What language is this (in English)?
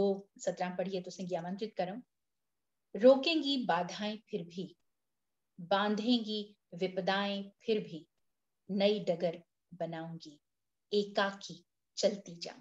Dogri